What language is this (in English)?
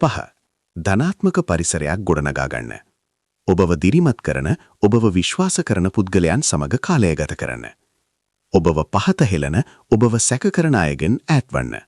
Sinhala